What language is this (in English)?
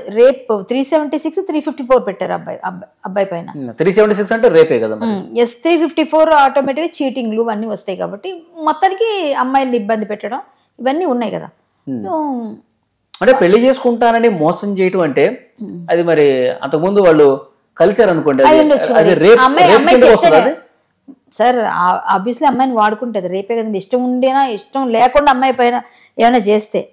Telugu